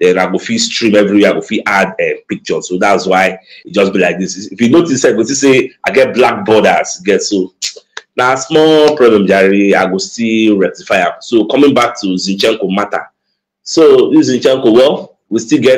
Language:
Nigerian Pidgin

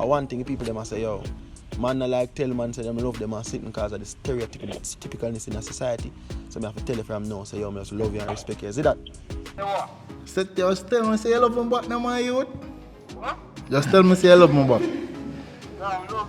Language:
Jamaican Creole English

